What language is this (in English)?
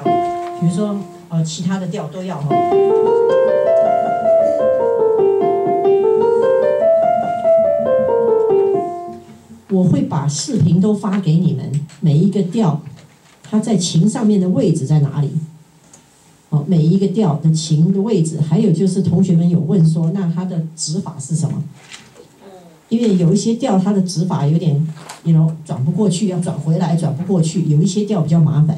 Chinese